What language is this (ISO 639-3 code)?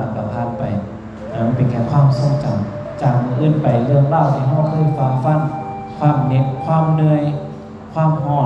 tts